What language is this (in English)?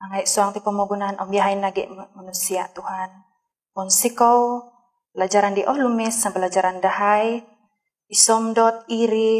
Central Dusun